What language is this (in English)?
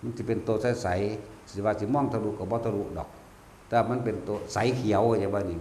Northeastern Thai